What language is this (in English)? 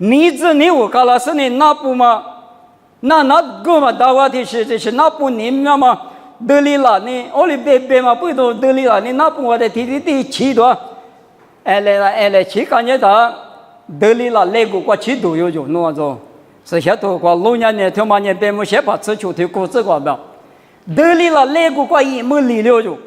Lisu